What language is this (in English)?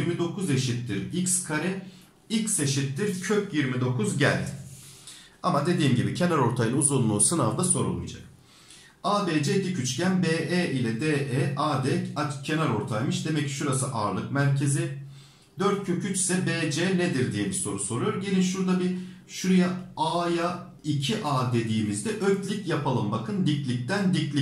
Turkish